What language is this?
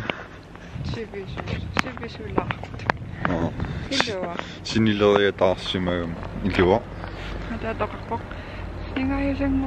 Kalaallisut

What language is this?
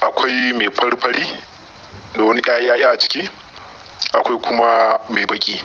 Hausa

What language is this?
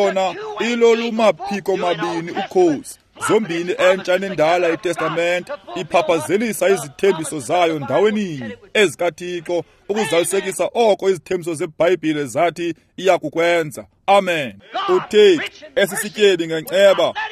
Xhosa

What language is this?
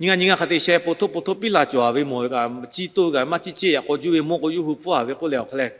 Lahu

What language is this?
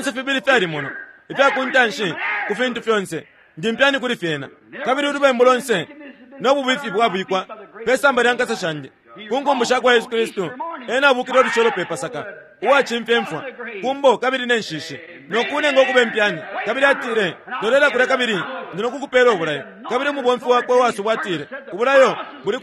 Bemba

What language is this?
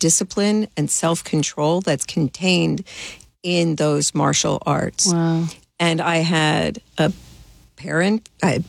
English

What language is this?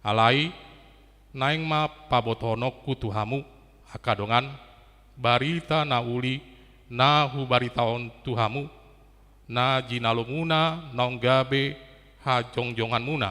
Batak Toba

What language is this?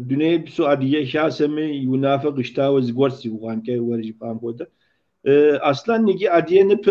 Kabardian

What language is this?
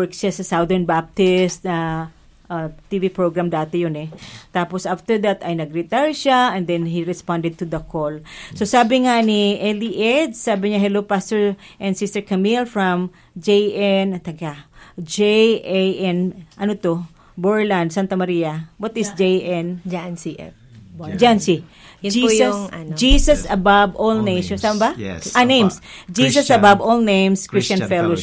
Filipino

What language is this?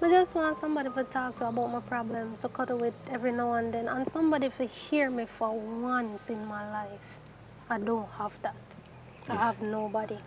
Jamaican Creole English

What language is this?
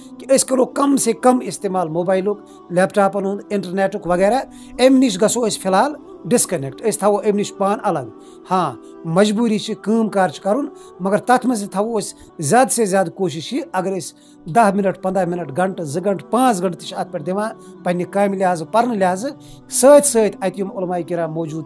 Kashmiri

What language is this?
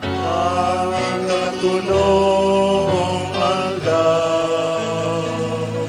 Bikol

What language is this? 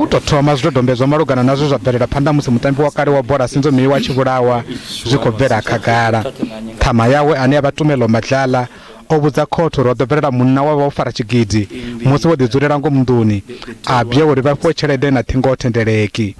Venda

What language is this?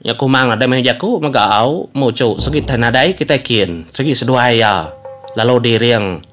Iban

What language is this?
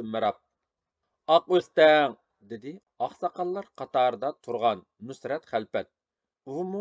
Uyghur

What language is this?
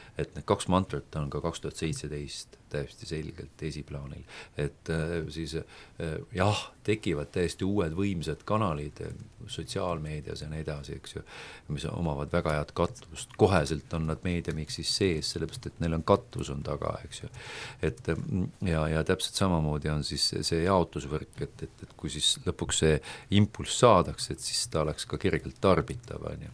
Estonian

